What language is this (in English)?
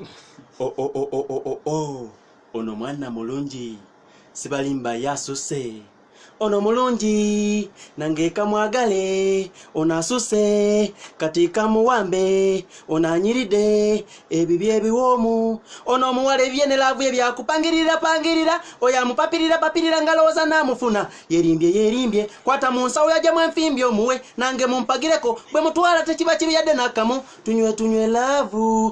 Ganda